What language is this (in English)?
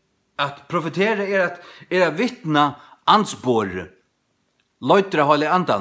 Faroese